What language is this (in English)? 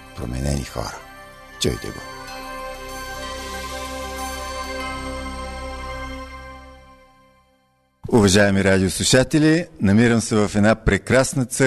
Bulgarian